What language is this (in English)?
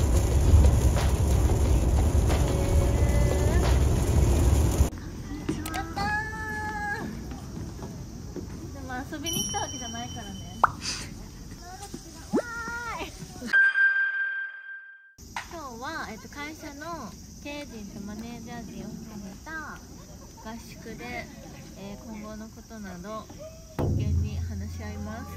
Japanese